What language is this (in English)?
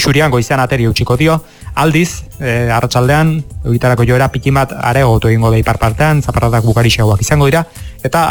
Basque